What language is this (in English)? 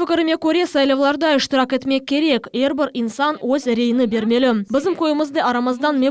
Crimean Tatar